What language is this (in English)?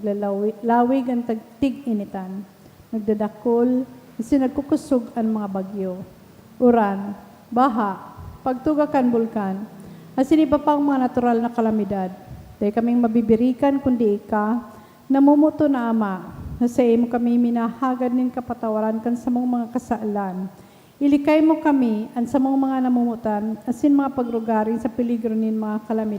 Bikol